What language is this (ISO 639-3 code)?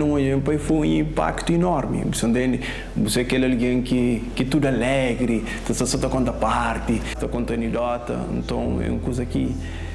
kea